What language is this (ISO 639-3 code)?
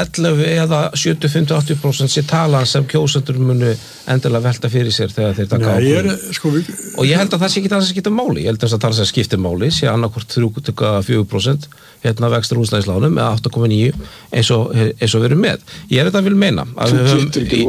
isl